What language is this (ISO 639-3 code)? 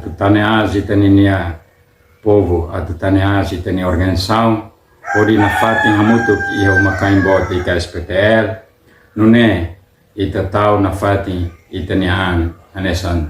tet